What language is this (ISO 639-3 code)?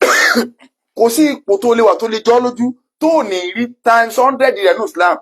yor